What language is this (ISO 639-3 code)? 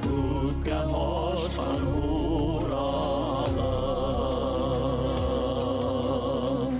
bak